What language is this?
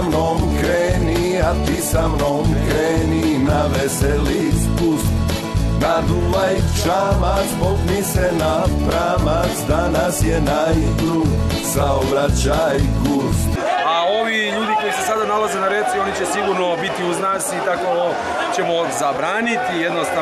Serbian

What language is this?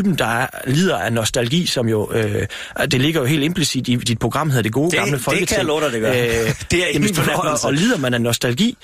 Danish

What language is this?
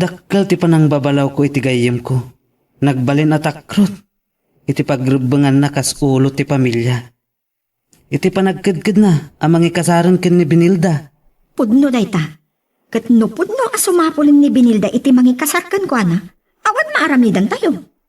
Iloko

